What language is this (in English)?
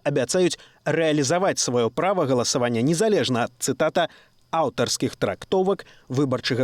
Belarusian